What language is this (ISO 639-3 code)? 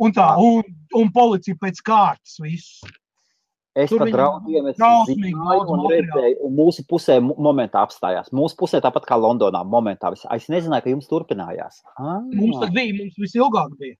lav